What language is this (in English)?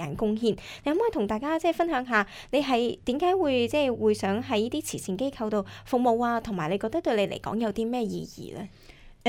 Cantonese